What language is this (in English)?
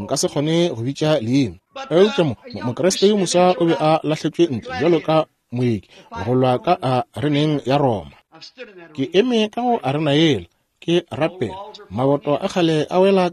Northern Sotho